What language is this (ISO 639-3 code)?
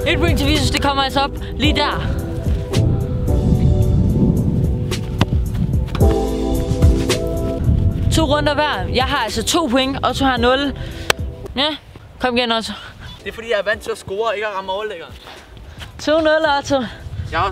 dan